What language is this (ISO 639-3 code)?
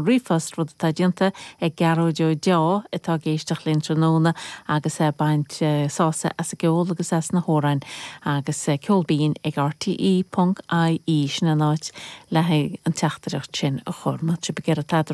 gle